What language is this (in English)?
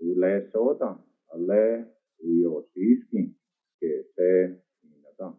Cherokee